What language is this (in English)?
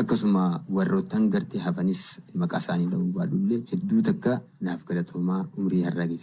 Oromo